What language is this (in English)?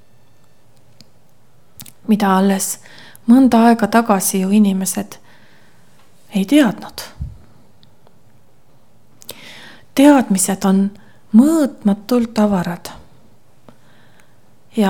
Estonian